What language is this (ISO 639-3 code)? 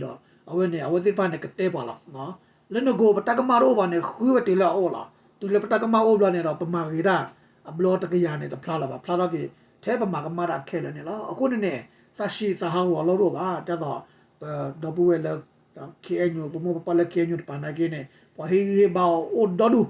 ksw